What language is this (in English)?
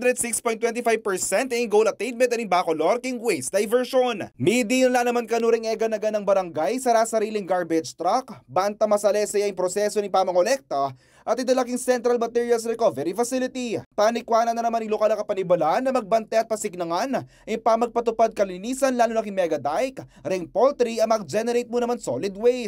Pampanga